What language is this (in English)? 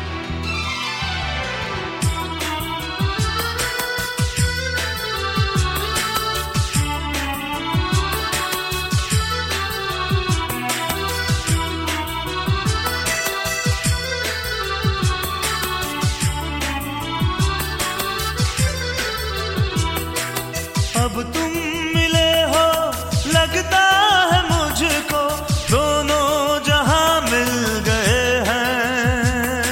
Hindi